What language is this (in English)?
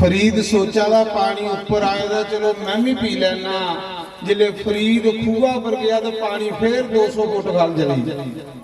Dogri